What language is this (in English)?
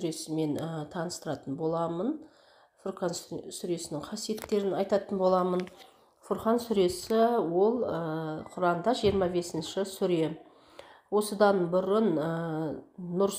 Kazakh